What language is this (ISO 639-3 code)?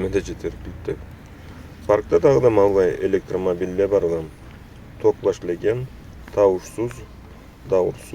krc